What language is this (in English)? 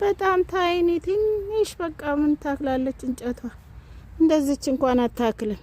Amharic